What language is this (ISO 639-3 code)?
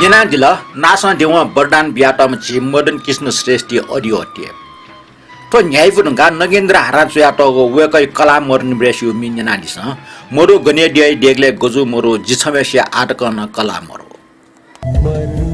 new